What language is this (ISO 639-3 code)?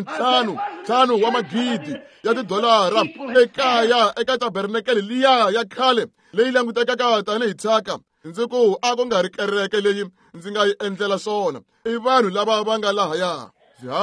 tso